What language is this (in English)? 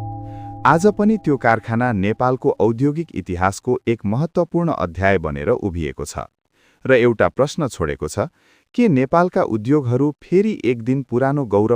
Nepali